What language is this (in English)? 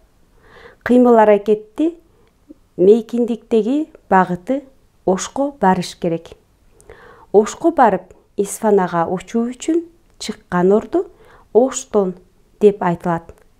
Kyrgyz